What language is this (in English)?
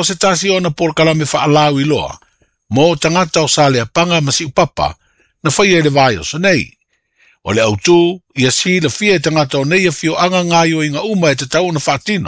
Samoan